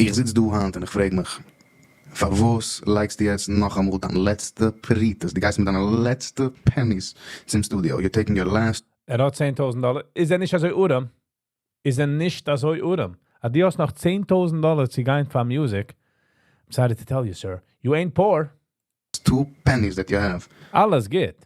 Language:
Yiddish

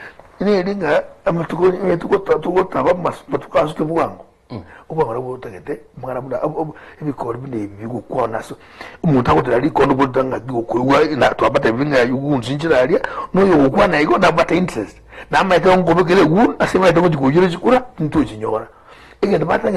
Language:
Gusii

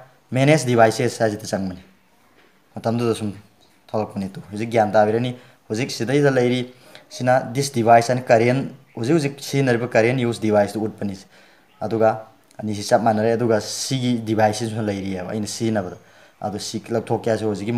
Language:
Manipuri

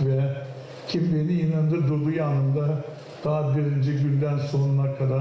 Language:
Gagauz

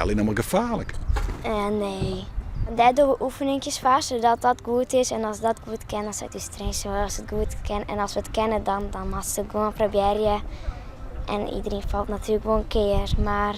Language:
Western Frisian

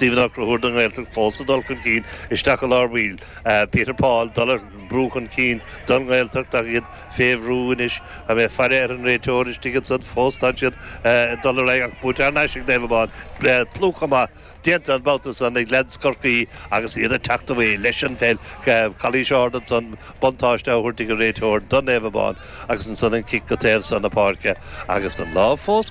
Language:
Irish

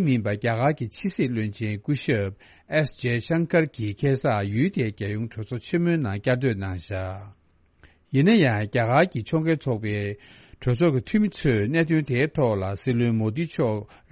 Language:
Tibetan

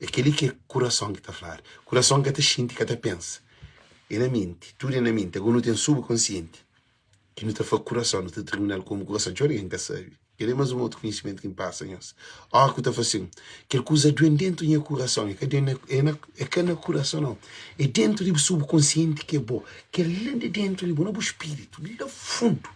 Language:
Kabuverdianu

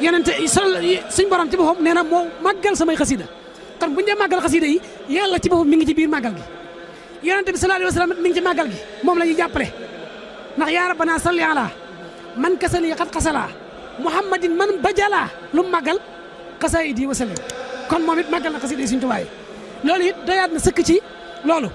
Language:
Wolof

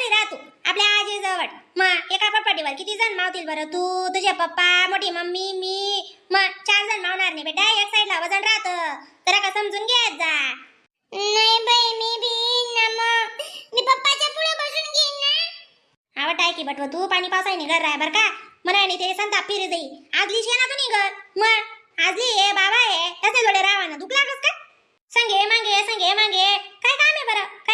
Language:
Khandesi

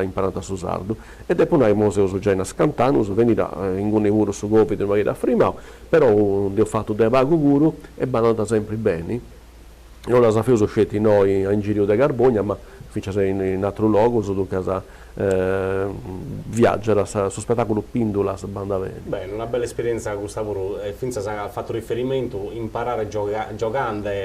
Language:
Sardinian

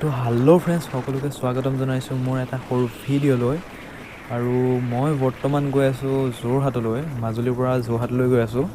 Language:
Assamese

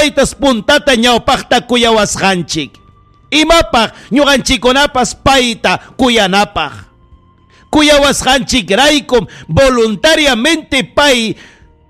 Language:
Ayacucho Quechua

